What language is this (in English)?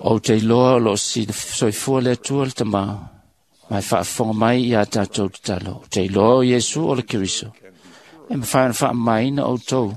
Samoan